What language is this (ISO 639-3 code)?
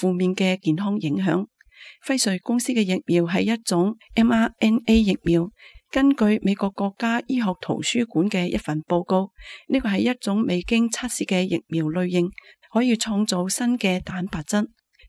yue